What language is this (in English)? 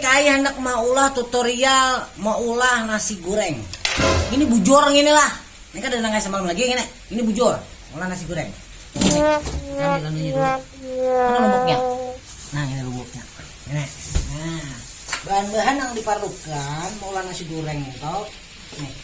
Banjar